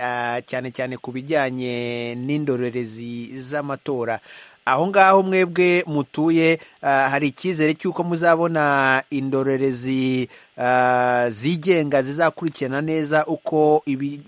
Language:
Kinyarwanda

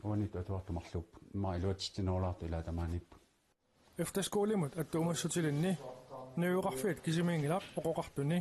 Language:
Kalaallisut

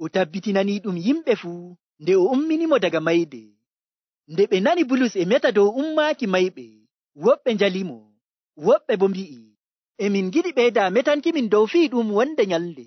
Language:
Nigerian Fulfulde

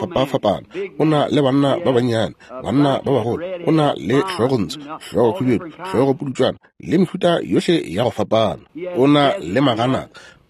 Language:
Northern Sotho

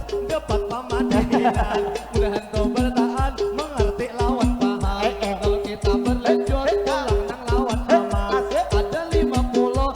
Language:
Banjar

